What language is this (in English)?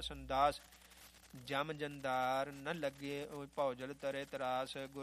Punjabi